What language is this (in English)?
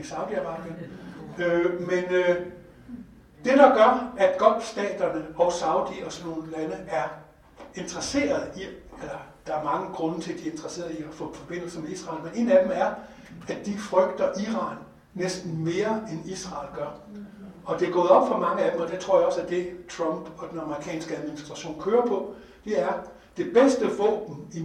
Danish